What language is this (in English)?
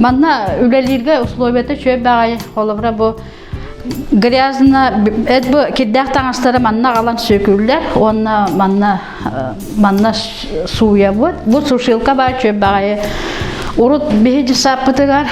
Yakut